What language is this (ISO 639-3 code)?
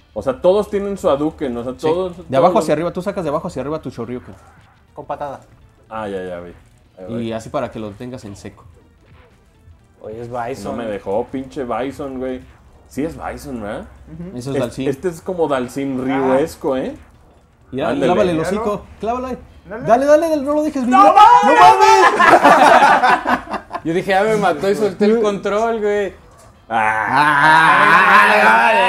spa